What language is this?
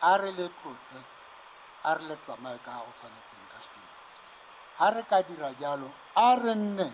Tswana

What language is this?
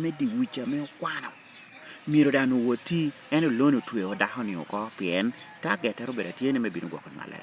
Lango (Uganda)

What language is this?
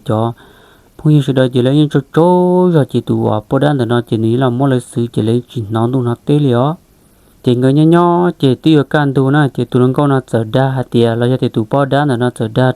Hmong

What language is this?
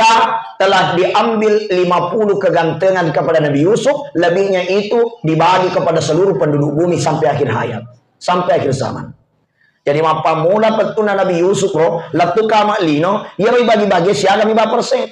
Buginese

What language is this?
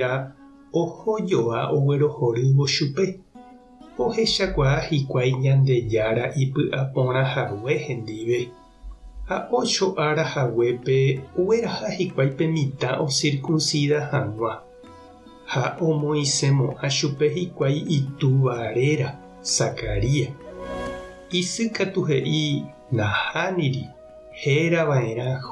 Guarani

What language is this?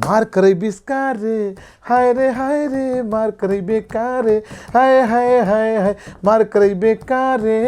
Bhojpuri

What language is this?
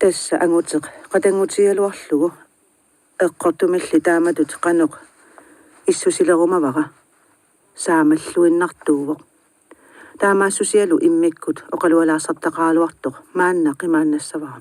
Kalaallisut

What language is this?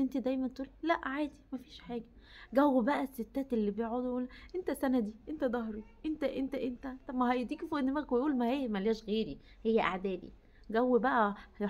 Egyptian Arabic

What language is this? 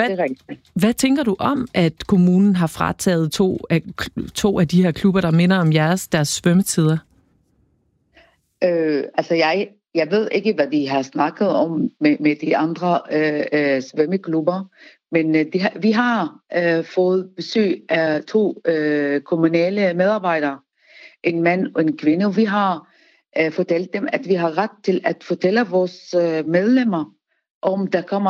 Danish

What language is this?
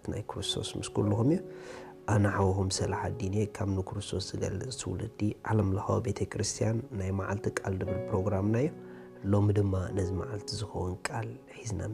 Tigrinya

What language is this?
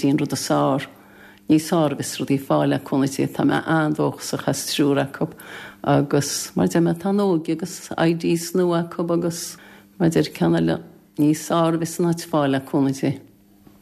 Irish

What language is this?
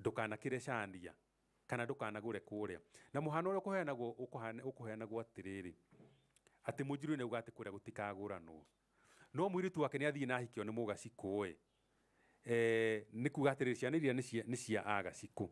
Kikuyu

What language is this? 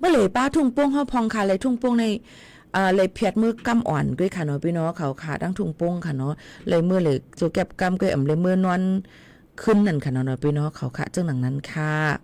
Shan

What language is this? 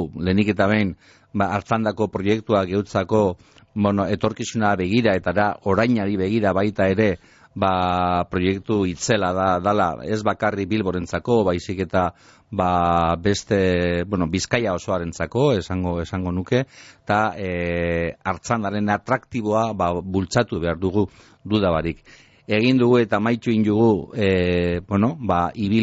Basque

